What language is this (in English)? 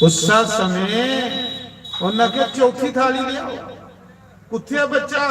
Dogri